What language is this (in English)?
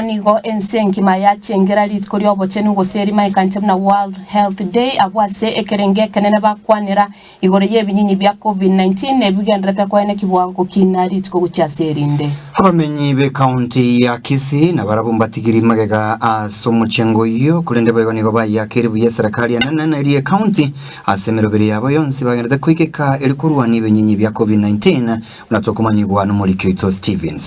Gusii